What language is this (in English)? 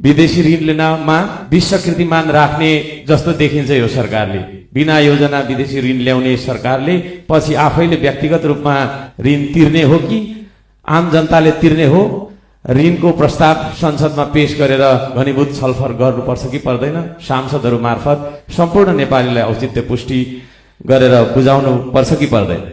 Nepali